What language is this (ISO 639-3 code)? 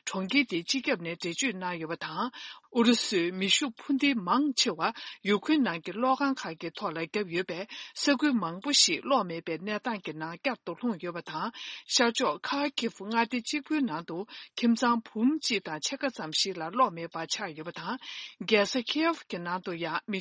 bod